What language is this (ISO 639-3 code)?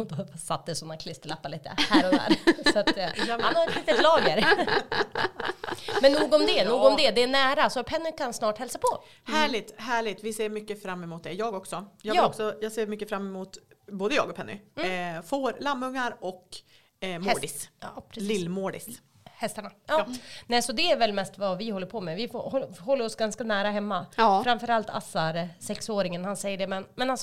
swe